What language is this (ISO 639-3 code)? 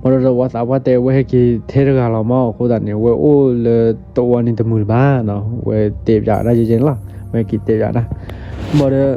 ksw